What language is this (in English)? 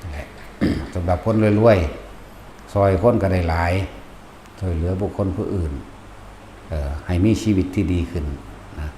Northeastern Thai